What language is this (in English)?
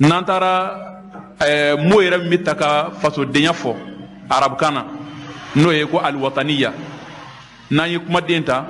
Bambara